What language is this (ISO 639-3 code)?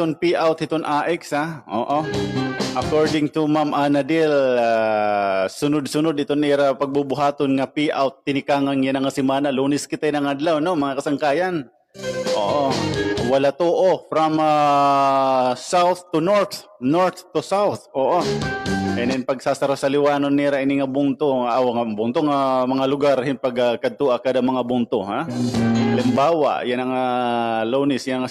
war